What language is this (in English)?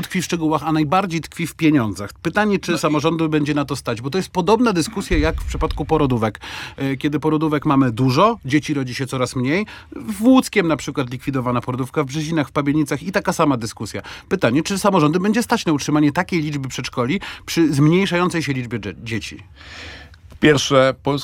Polish